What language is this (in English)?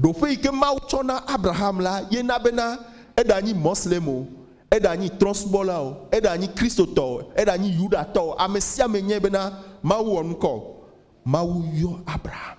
Ewe